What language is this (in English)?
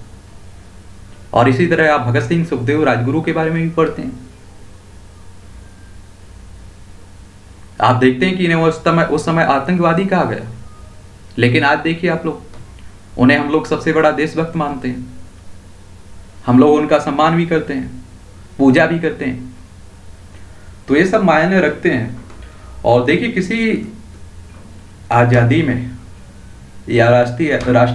Hindi